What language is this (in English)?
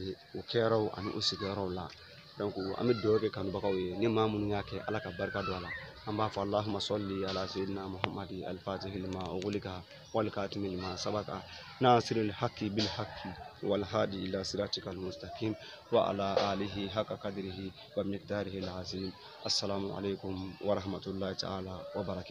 Bambara